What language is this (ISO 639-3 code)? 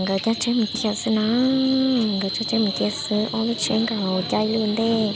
hmn